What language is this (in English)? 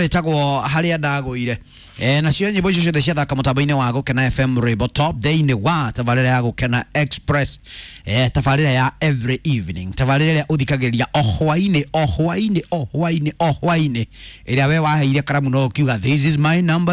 Kikuyu